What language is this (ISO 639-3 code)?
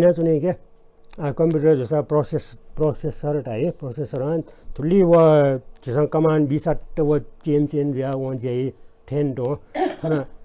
new